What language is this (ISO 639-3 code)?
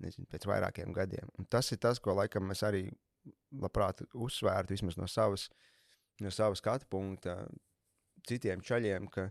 lav